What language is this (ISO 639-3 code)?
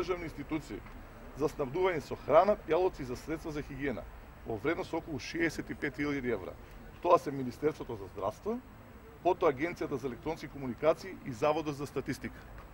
mkd